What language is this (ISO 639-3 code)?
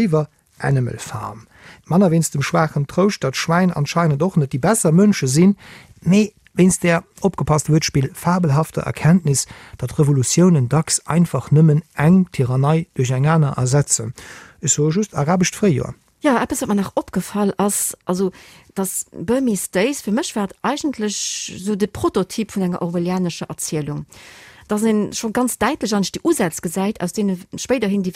ltz